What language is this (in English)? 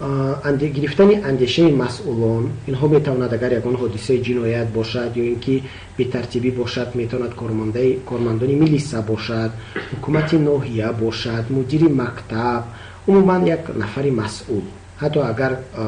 Tajik